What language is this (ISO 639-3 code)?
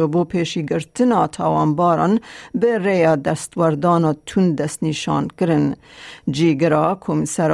kur